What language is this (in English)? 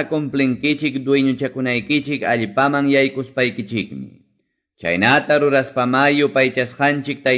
Quechua